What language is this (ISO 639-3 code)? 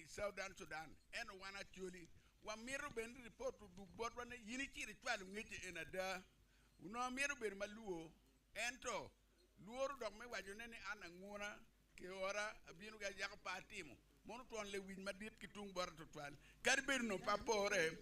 ach